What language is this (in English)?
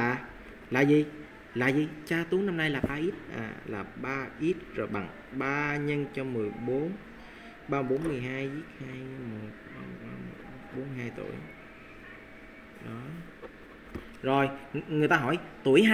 Vietnamese